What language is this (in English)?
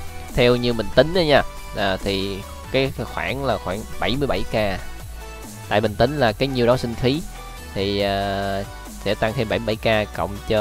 Vietnamese